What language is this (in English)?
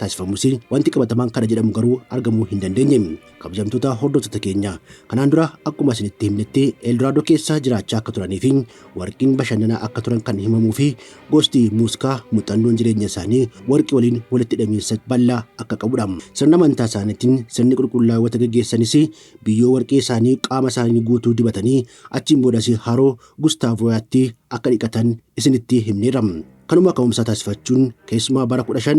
Oromo